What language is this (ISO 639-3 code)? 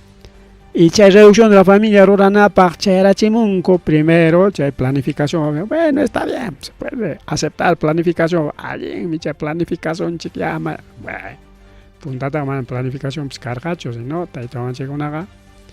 quy